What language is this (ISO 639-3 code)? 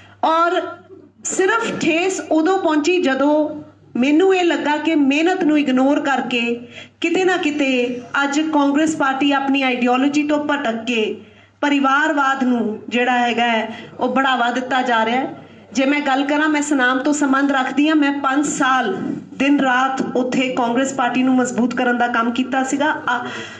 pan